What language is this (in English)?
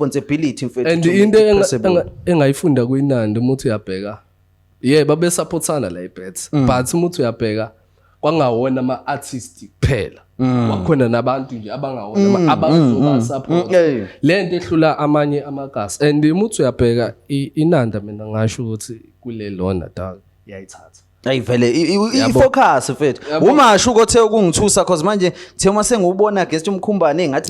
Zulu